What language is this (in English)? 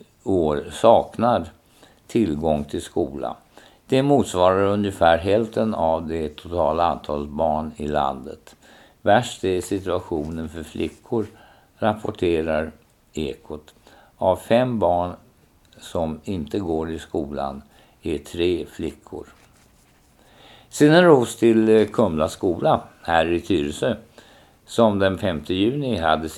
Swedish